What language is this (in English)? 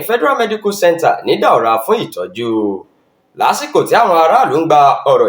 Yoruba